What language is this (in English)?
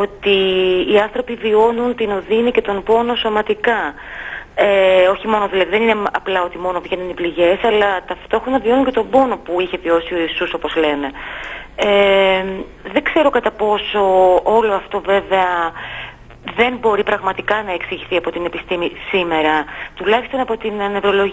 Greek